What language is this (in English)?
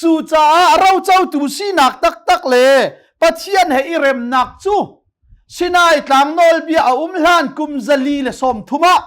Hakha Chin